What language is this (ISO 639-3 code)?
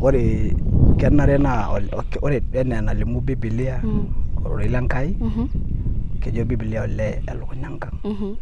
mas